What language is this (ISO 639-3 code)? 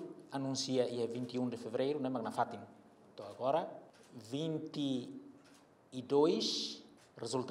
tet